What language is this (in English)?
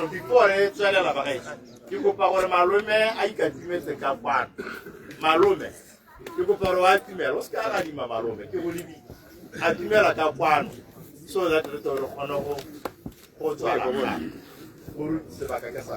Tswana